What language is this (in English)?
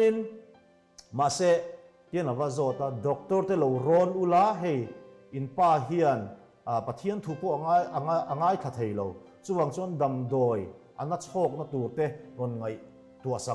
Mizo